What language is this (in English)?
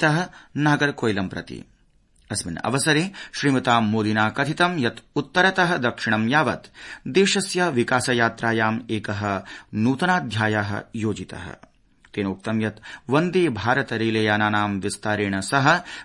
Sanskrit